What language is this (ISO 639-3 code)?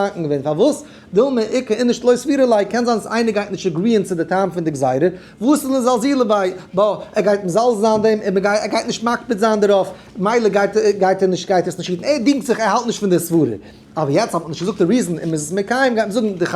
yid